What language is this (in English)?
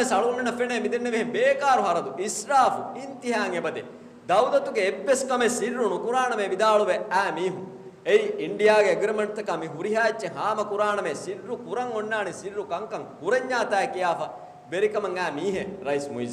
Divehi